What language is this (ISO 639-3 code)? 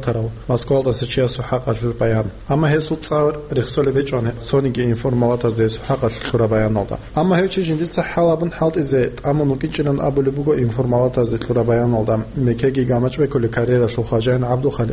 ava